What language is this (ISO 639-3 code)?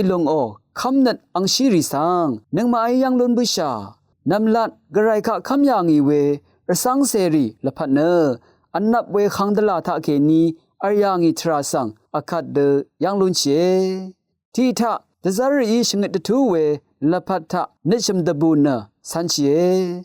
raw